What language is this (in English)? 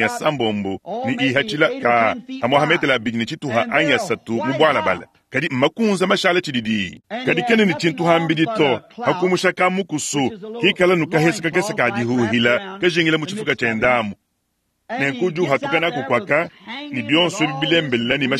Luba-Lulua